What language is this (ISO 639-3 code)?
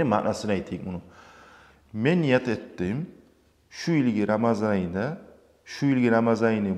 kum